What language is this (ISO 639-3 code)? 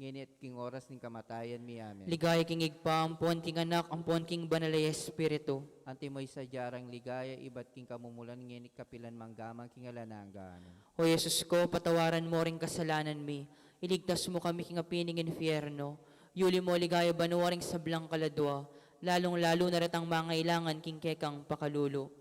pam